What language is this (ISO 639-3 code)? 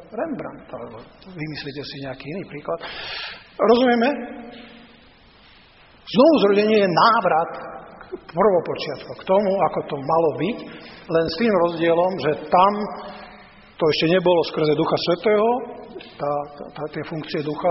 slk